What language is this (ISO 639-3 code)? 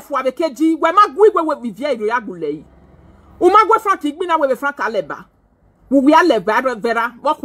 pcm